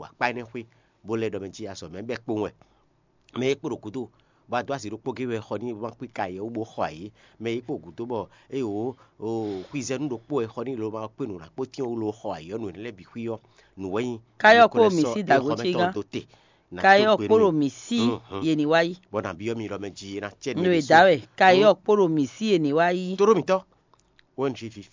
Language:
Fon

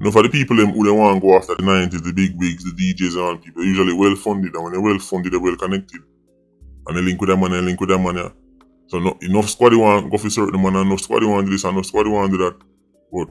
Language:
Jamaican Creole English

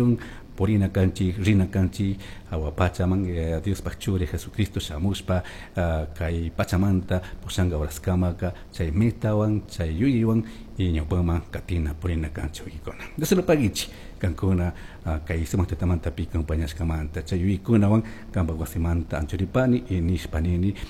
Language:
Chimborazo Highland Quichua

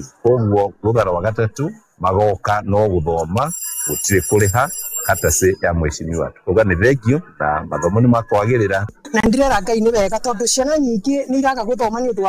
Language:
Kikuyu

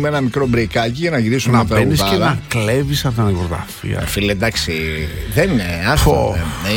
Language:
Greek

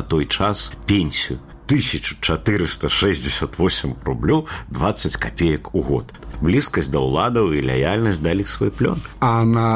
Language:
Belarusian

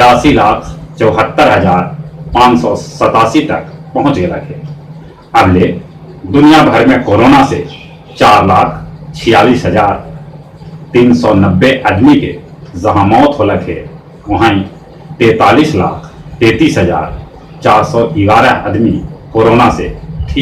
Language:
Magahi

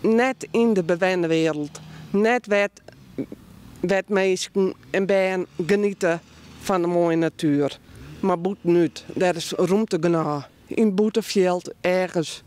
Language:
Western Frisian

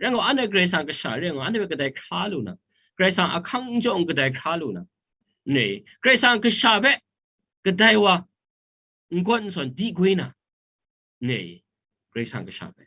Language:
Kachin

